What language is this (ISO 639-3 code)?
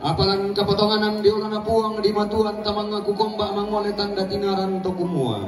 sda